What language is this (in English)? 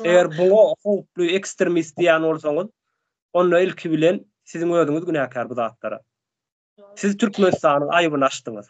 Turkmen